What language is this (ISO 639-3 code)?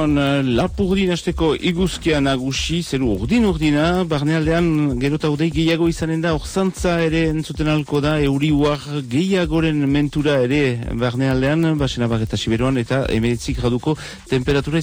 eus